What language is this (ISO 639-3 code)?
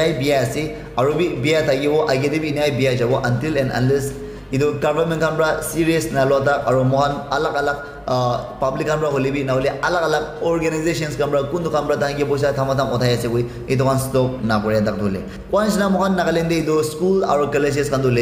nag